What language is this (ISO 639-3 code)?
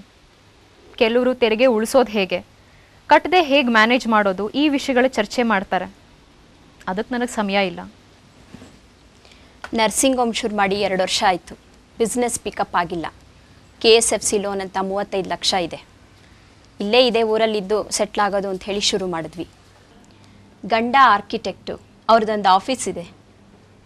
kan